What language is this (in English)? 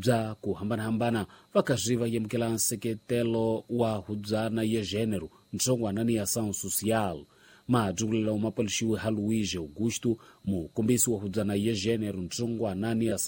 Tsonga